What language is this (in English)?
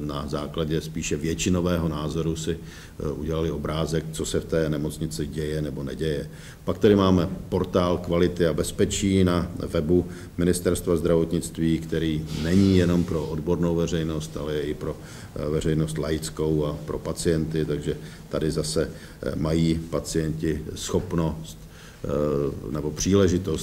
Czech